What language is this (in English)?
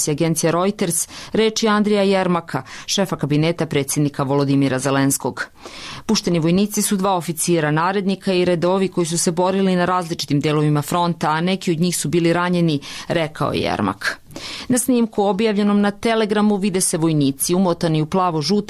Serbian